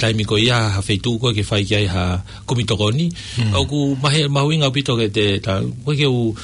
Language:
Tongan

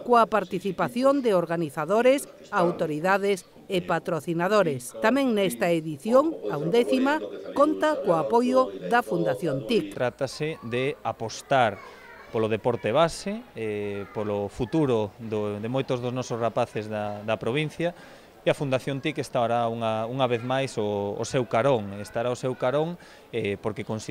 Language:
Galician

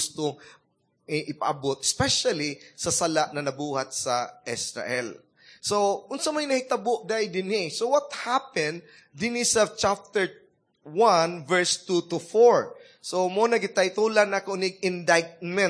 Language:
Cebuano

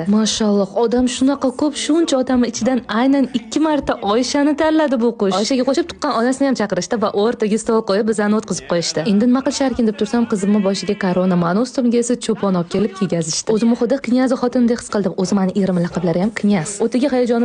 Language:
Uzbek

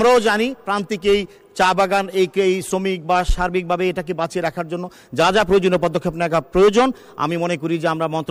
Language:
Bangla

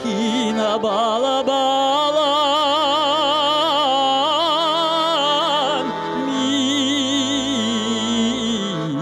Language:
Bashkir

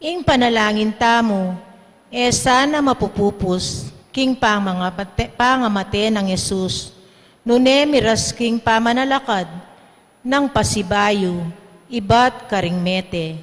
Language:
Pampanga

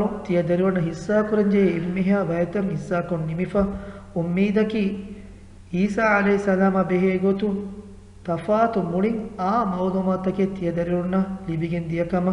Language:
Divehi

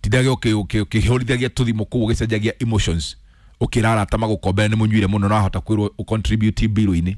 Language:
Kikuyu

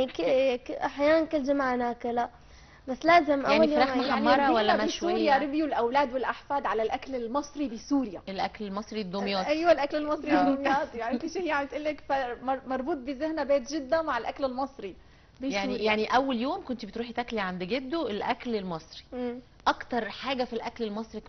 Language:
Egyptian Arabic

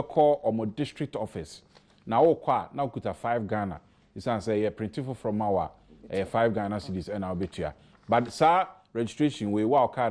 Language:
Akan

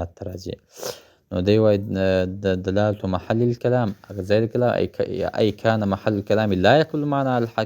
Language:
Pashto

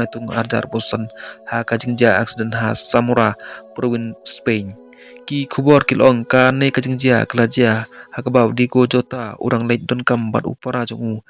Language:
Khasi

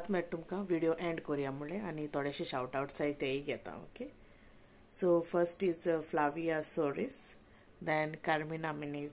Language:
Konkani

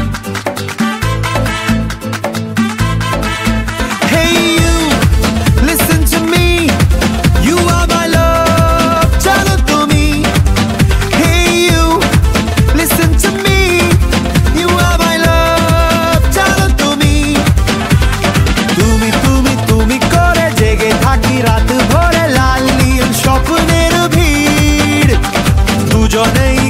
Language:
Bangla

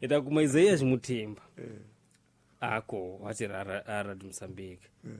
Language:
Tsonga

